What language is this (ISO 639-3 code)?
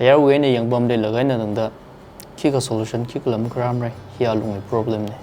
nmf